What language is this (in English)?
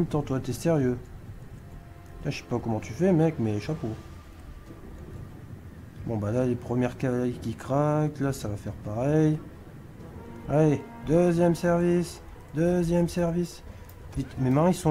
French